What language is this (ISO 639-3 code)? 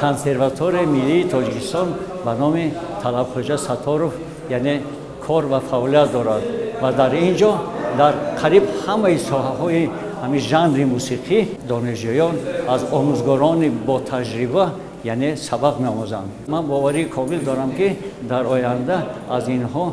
tgk